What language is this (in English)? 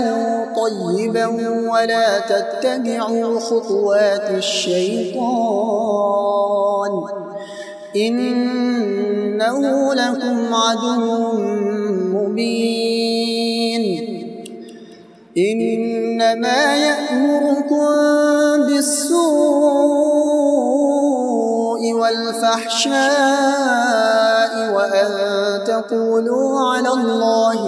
Arabic